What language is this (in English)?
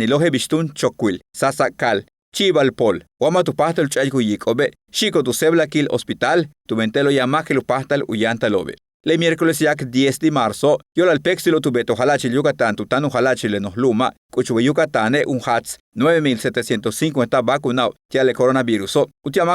Yucateco